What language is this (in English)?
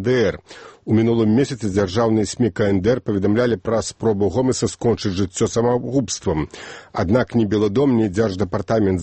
Belarusian